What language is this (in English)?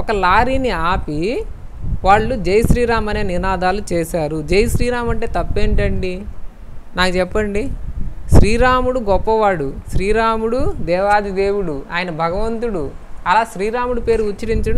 Telugu